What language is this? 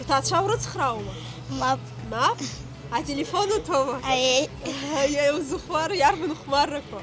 Abkhazian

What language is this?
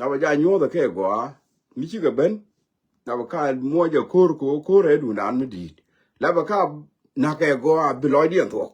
Nuer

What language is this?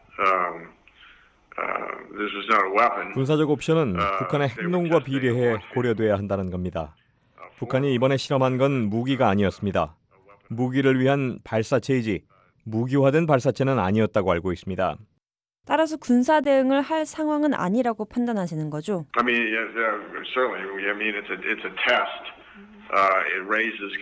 Korean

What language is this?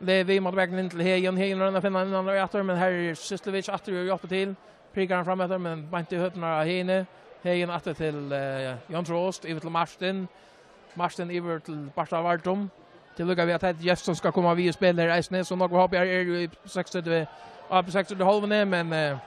Faroese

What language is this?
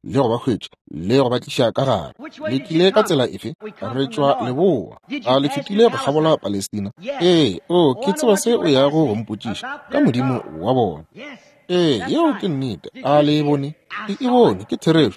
Northern Sotho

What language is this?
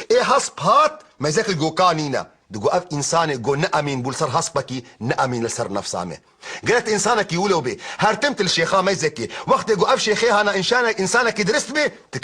Kurdish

